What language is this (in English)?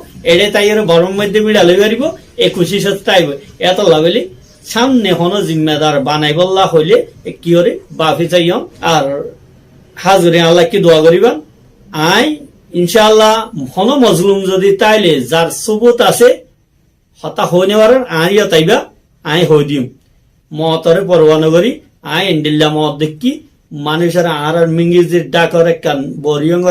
Rohingya